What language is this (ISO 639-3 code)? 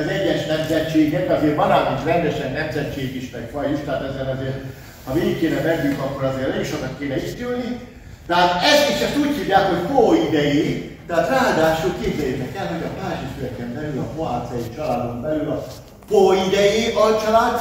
hun